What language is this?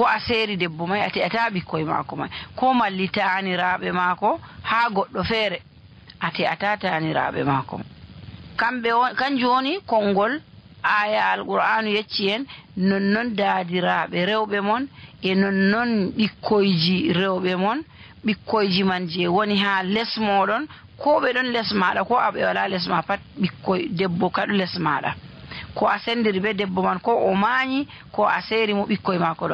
Fula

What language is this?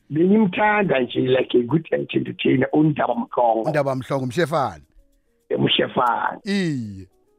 South Ndebele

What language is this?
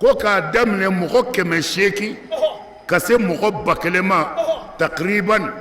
Bambara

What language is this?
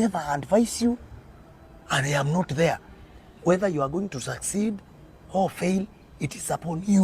Kamba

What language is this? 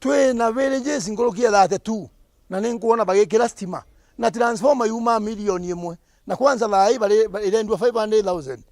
Meru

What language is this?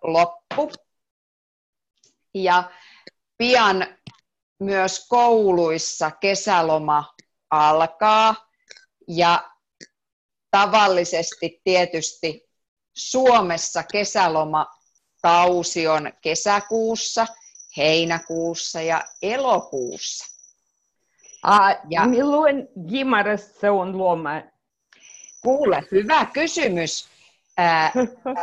Finnish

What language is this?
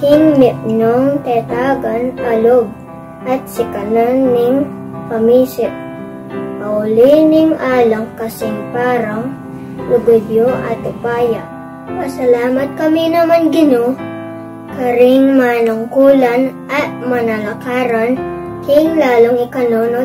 Pampanga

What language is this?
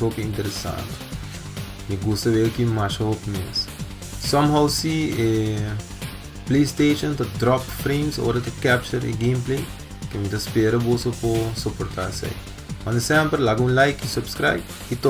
Papiamento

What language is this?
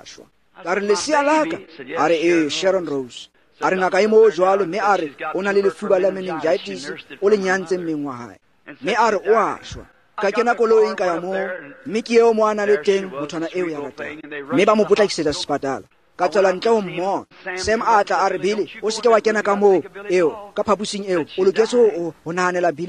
Tswana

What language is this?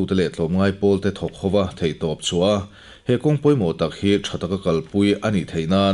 Mizo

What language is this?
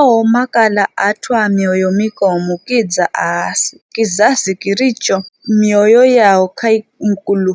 Giryama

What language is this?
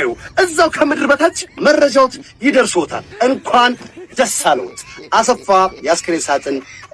Amharic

